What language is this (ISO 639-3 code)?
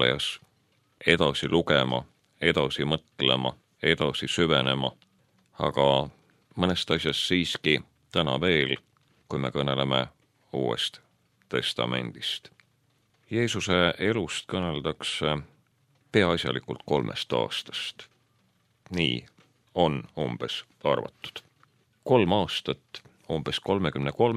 est